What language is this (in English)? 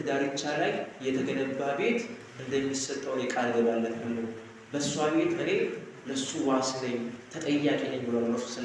Amharic